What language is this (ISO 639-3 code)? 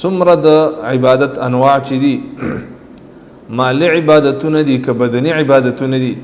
pus